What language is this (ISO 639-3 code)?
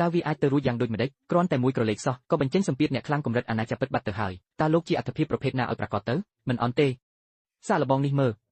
khm